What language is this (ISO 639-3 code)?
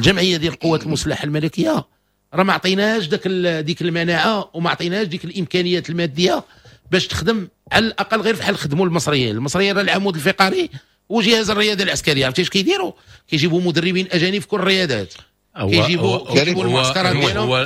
ary